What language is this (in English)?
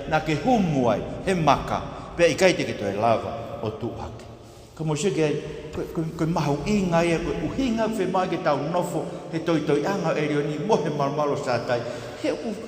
Tongan